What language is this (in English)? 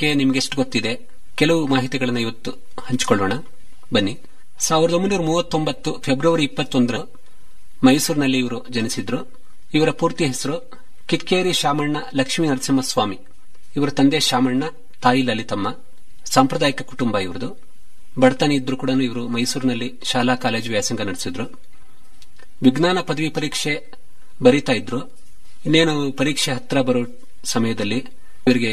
Kannada